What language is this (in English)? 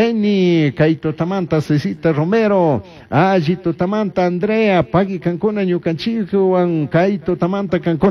Chimborazo Highland Quichua